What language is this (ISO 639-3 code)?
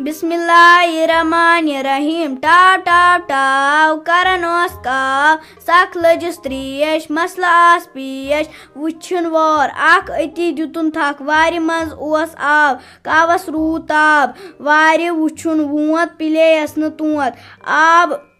kas